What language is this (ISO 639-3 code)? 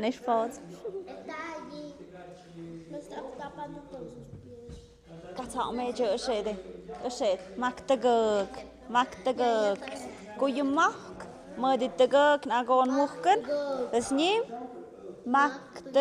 mxp